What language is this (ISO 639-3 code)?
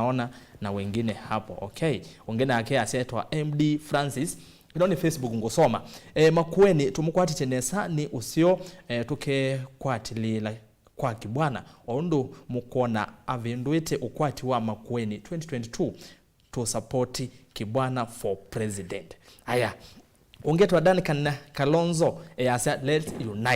kam